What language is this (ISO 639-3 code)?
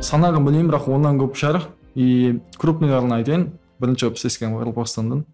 kaa